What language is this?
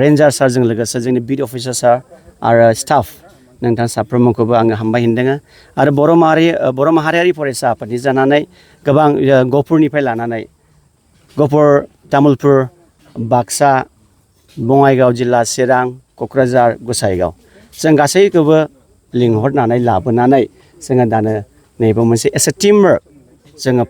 Bodo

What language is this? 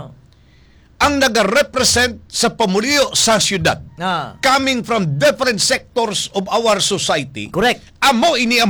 Hiligaynon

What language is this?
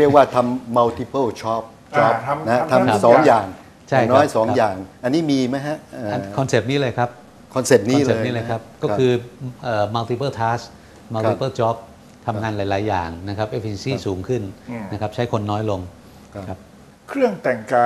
Thai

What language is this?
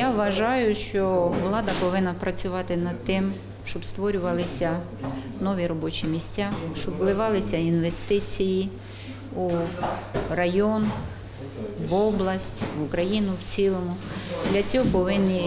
Ukrainian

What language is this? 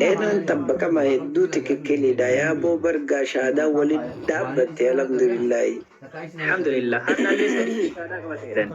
Oromo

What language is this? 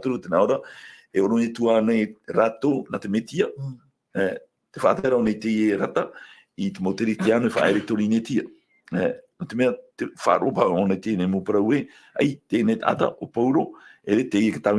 Tahitian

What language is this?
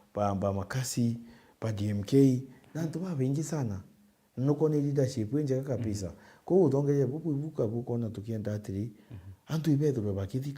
Meru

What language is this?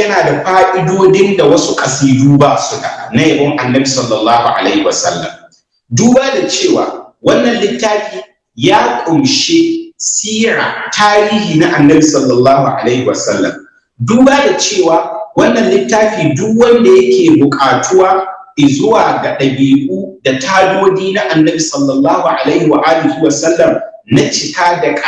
Hausa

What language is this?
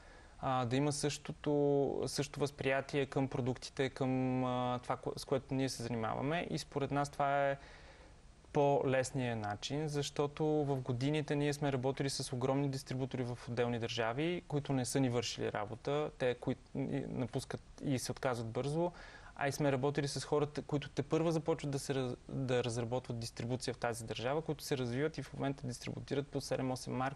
Bulgarian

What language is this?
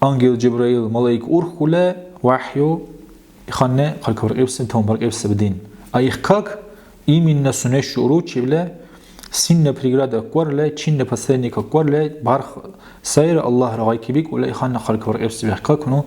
Dargwa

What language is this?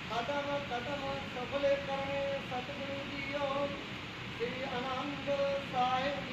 Punjabi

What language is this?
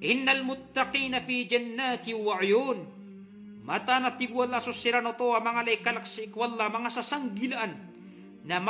Maranao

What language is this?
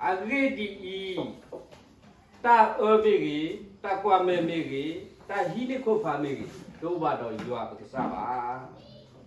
S'gaw Karen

